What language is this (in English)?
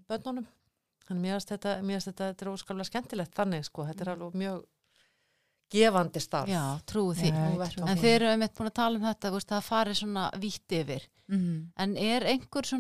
Icelandic